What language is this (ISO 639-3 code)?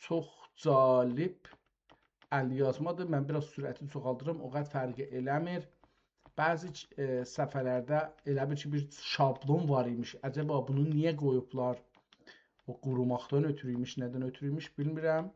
azb